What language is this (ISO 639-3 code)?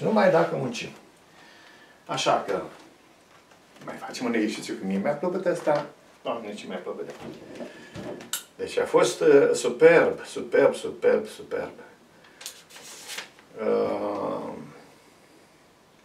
ron